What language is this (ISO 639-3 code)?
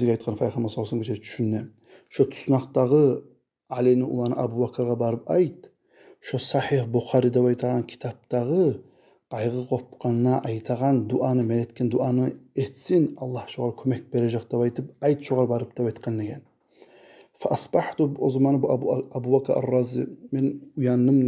kum